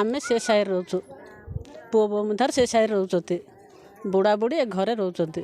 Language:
Odia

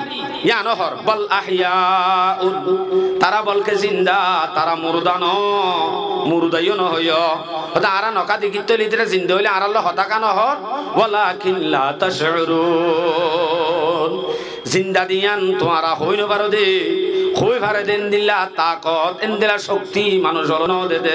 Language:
Rohingya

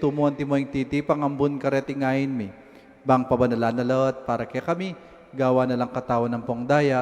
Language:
Pampanga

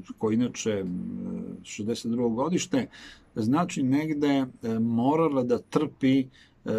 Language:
Serbian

